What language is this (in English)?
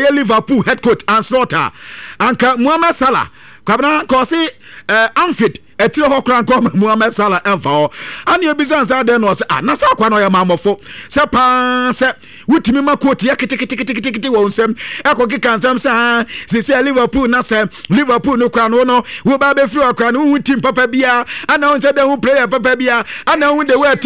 Akan